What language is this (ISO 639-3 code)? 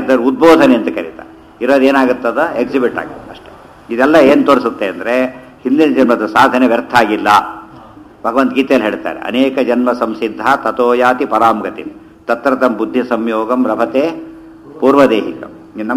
kan